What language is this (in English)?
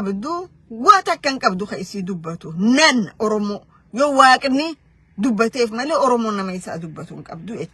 Oromo